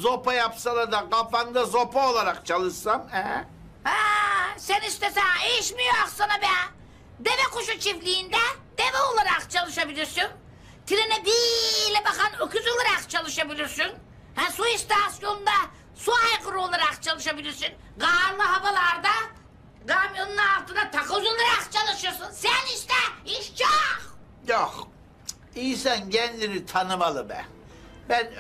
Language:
Turkish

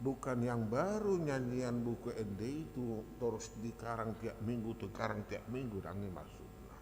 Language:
Batak Toba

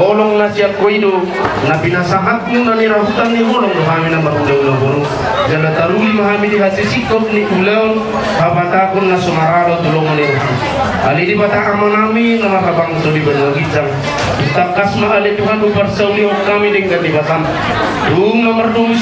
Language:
Batak Toba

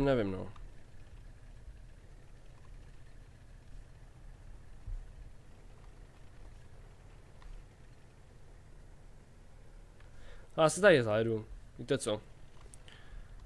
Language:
Czech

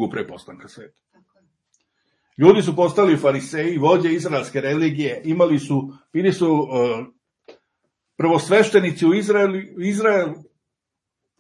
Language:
Serbian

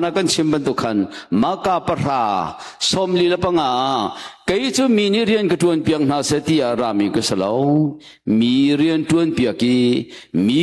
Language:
Hakha Chin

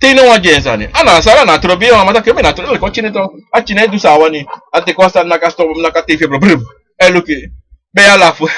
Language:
Sranan Tongo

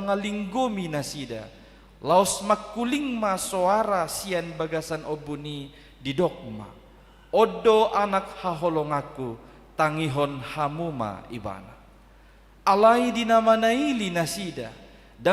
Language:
Batak Toba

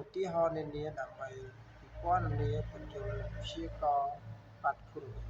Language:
Khmer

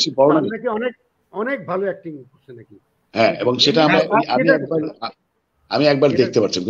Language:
Bangla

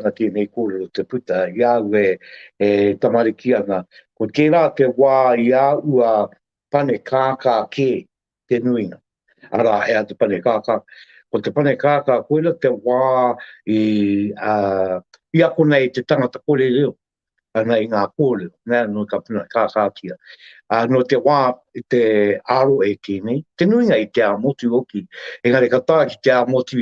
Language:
Māori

